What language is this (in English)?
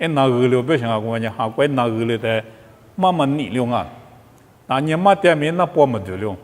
Lisu